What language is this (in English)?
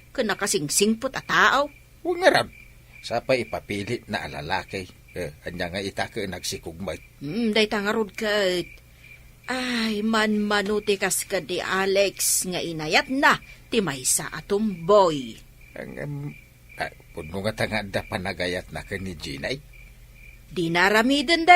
Iloko